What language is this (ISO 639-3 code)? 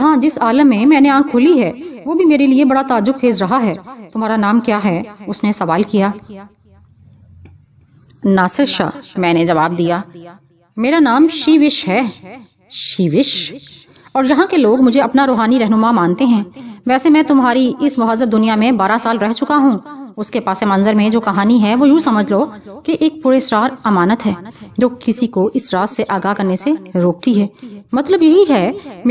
urd